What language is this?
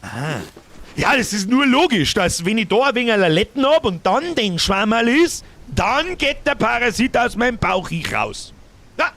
Bavarian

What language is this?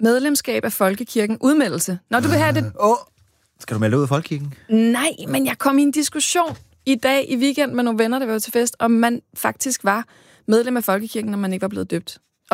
Danish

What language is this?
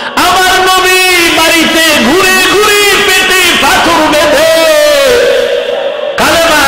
Bangla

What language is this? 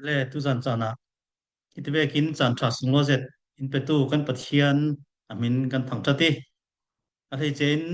Falam Chin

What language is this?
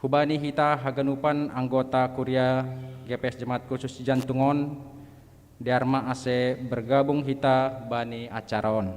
Batak Simalungun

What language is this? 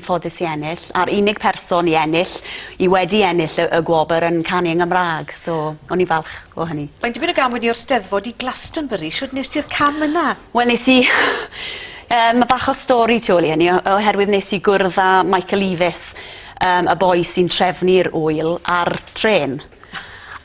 Welsh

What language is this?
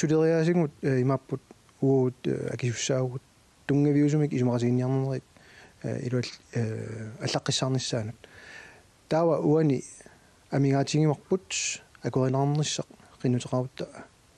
Kalaallisut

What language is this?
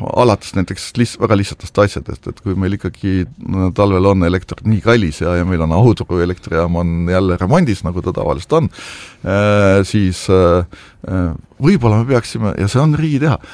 Estonian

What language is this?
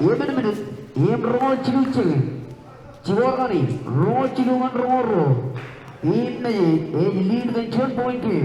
Marshallese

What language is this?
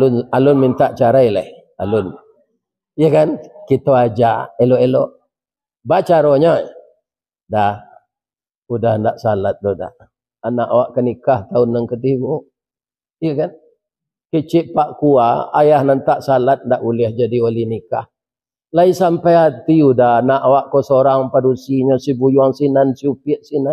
Minangkabau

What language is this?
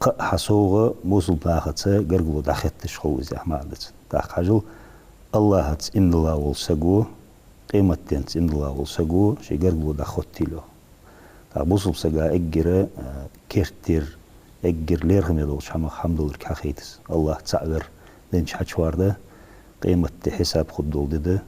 Ingush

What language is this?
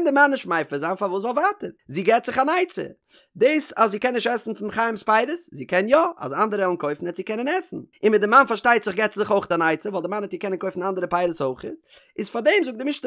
Yiddish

